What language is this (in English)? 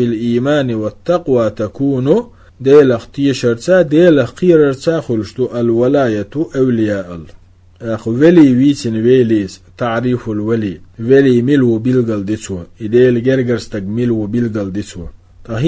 Chechen